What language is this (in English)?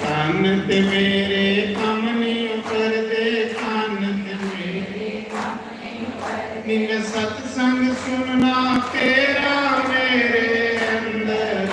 Dogri